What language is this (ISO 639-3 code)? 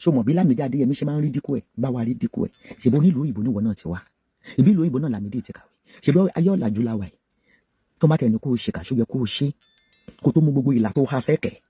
yor